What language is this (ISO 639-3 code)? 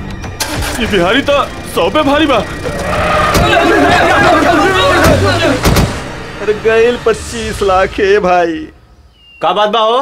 bho